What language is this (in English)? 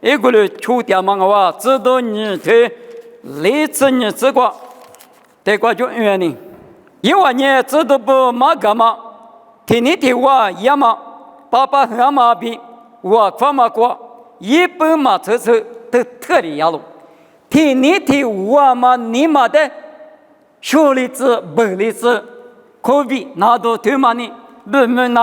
Lisu